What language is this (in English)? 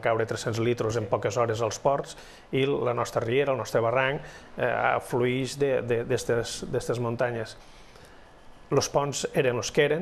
Catalan